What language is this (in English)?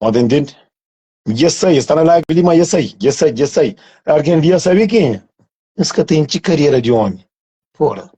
Kabuverdianu